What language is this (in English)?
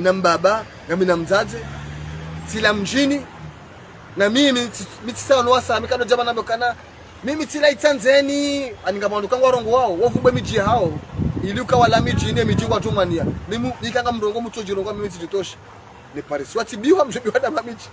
Ngazidja Comorian